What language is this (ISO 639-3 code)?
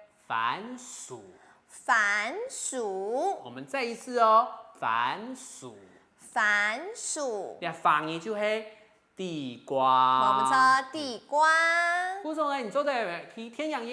hak